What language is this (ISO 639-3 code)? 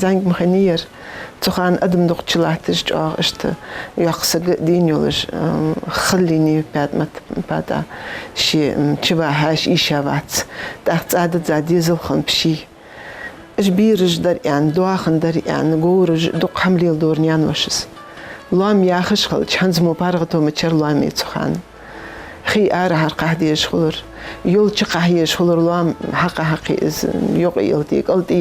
inh